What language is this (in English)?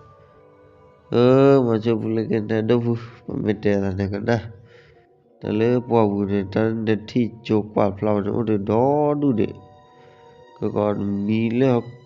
S'gaw Karen